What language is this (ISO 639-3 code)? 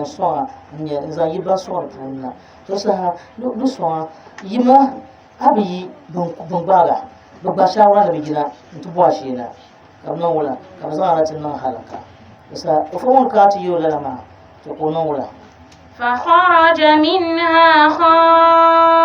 dag